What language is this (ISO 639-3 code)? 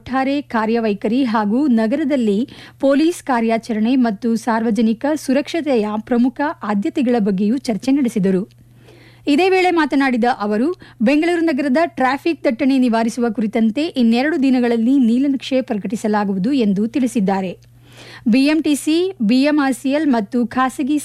kan